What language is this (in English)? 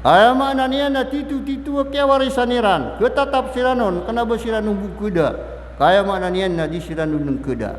Maranao